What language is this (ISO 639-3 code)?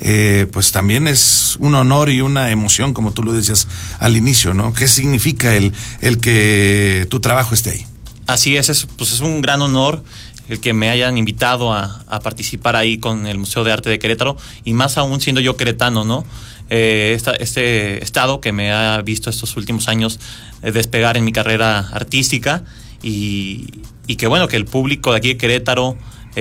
spa